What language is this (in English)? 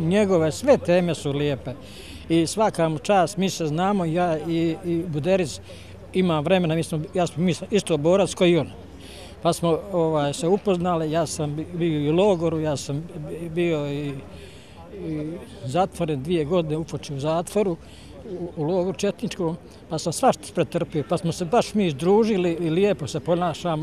Bosnian